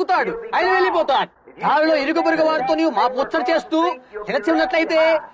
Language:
Telugu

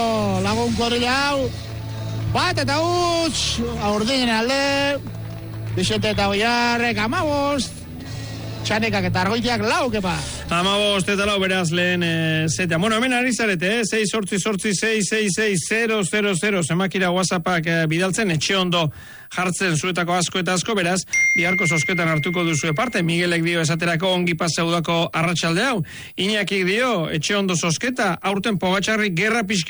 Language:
Basque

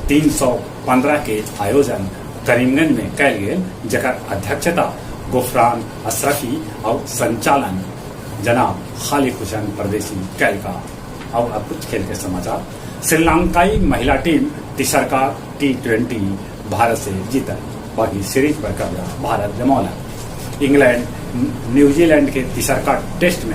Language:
Magahi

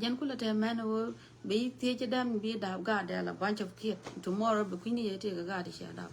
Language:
Nuer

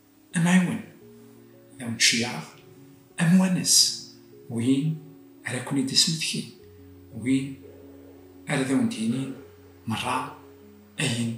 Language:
Kabyle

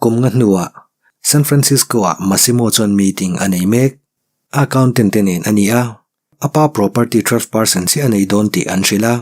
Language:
Mizo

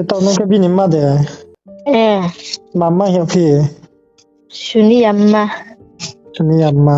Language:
Riang (India)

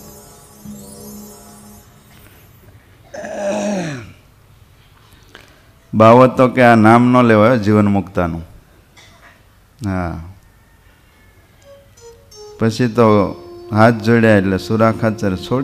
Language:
Gujarati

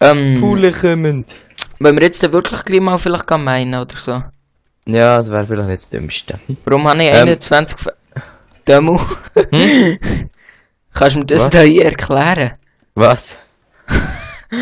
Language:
Swiss German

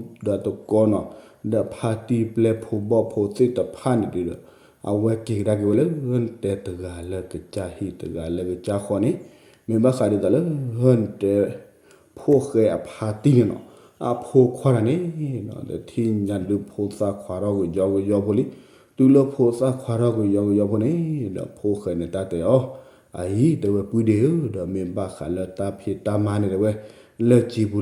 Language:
S'gaw Karen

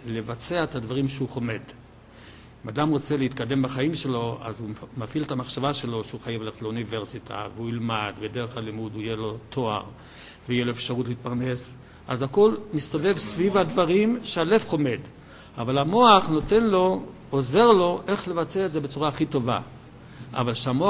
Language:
Hebrew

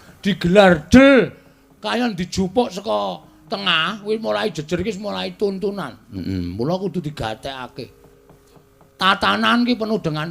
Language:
Javanese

